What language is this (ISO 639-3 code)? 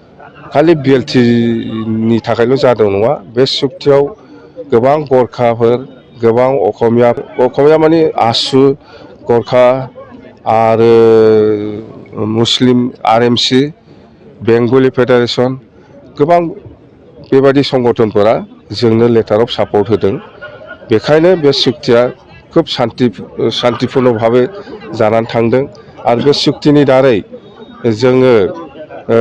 brx